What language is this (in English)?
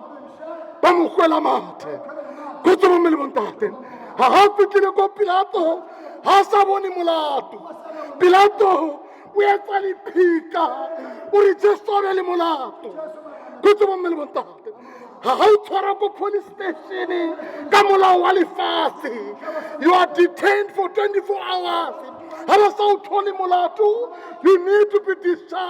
Southern Sotho